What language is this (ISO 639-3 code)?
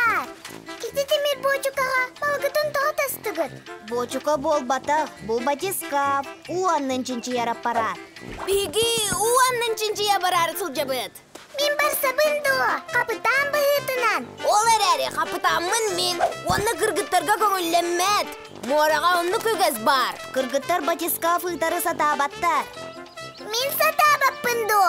sah